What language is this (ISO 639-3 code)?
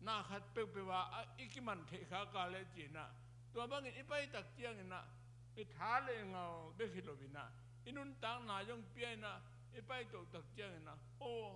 ctd